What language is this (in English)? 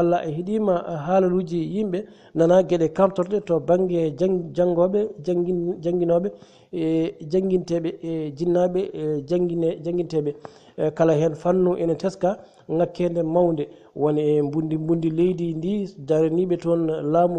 Fula